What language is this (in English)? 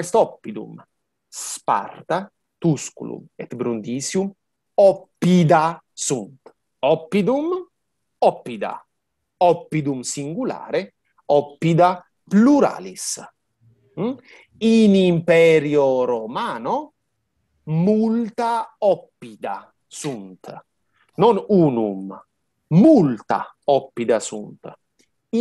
Latin